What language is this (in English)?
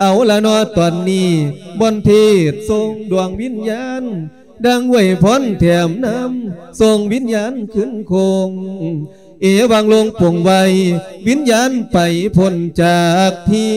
Lao